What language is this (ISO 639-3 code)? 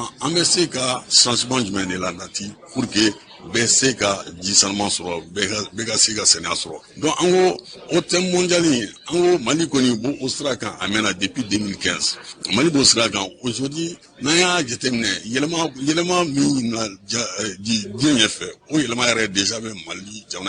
bam